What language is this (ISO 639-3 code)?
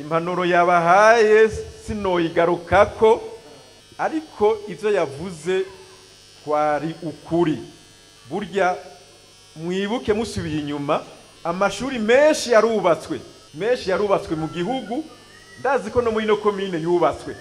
run